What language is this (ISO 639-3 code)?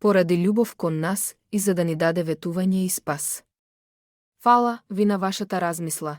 mkd